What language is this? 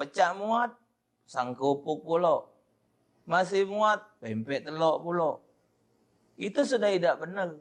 Musi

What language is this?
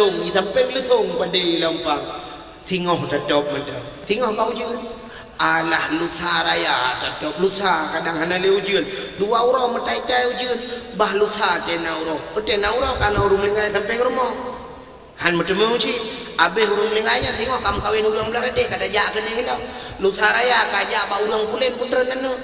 Achinese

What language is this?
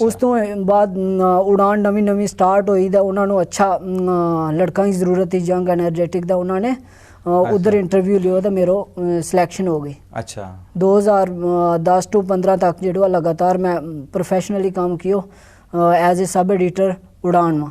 Gujari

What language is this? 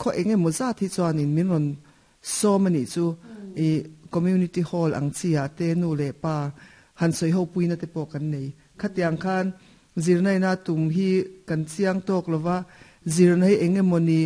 Mizo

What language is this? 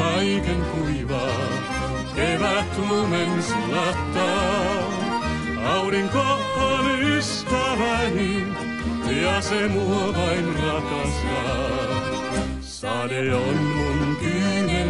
Finnish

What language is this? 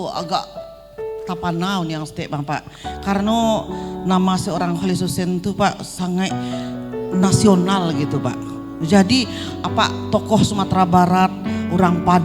Minangkabau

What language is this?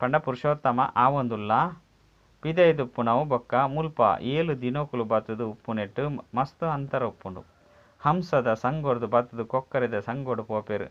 Tulu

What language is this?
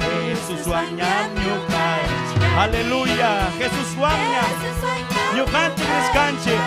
Ayacucho Quechua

